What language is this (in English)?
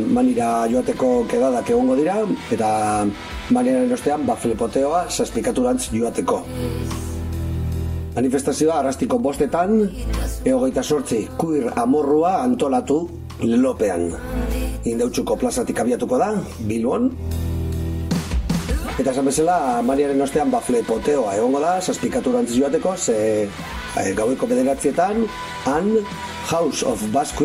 Basque